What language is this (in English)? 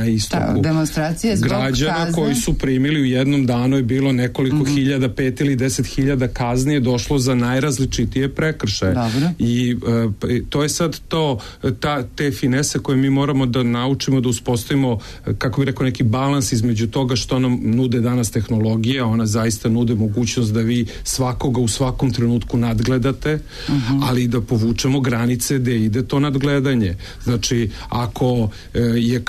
Serbian